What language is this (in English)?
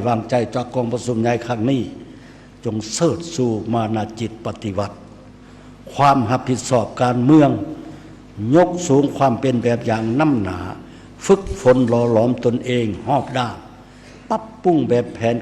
Lao